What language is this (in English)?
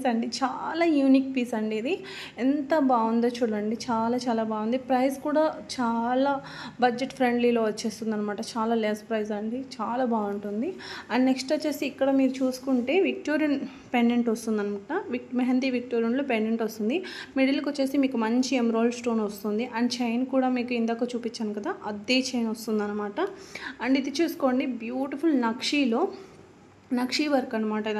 Telugu